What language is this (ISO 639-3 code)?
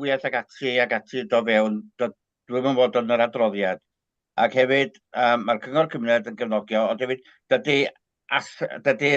cym